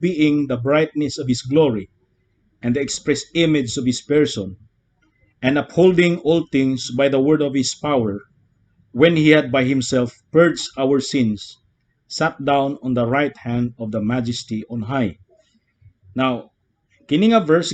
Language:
Cebuano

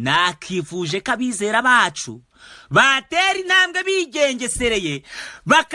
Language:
Kinyarwanda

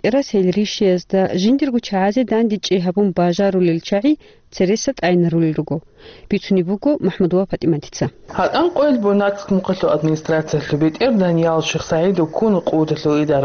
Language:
Avaric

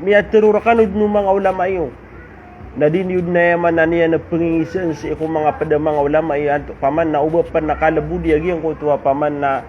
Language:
Maranao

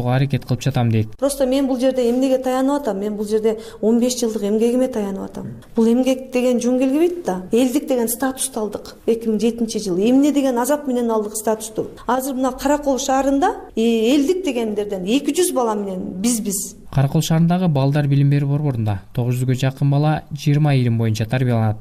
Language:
Kyrgyz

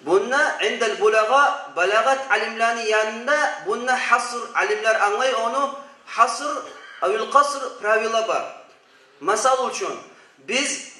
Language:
Kumyk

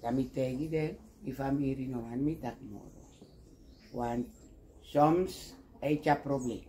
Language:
Sranan Tongo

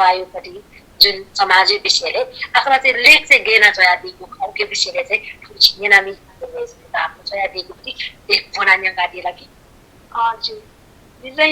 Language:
Newari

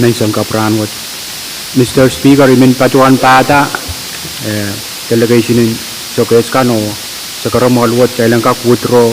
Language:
Pohnpeian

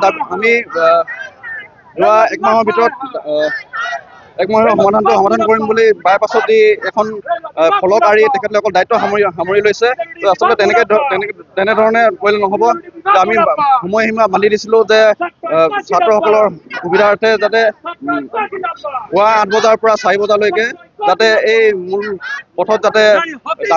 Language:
Assamese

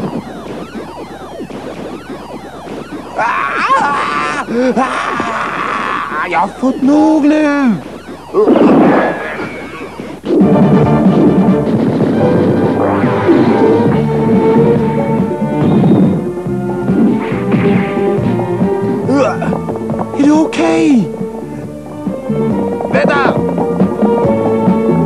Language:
Swedish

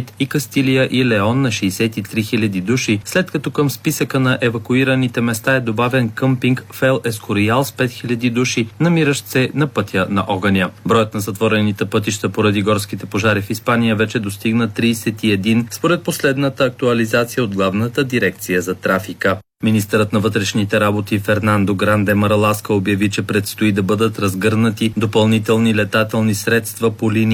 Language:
Bulgarian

